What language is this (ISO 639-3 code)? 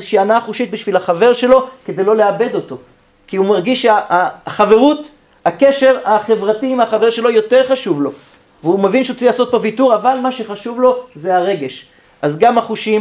heb